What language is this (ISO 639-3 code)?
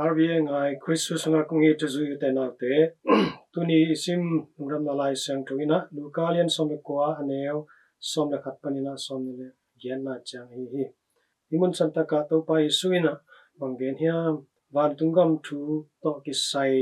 ctd